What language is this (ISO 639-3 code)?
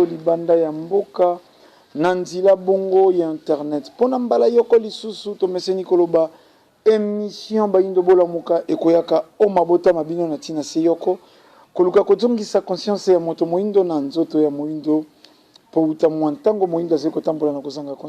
lin